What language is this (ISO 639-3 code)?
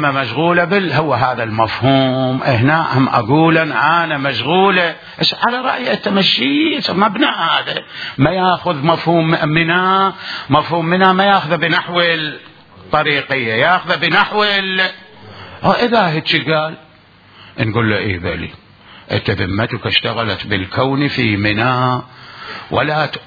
acm